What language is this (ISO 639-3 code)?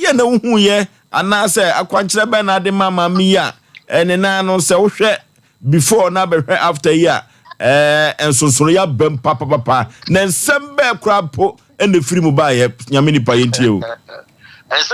aka